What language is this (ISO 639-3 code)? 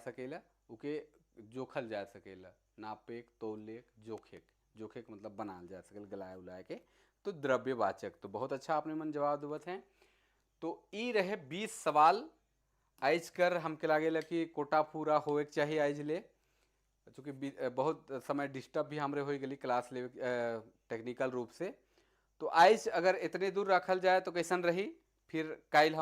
sck